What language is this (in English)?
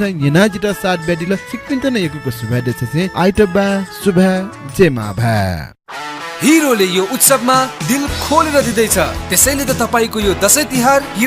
Newari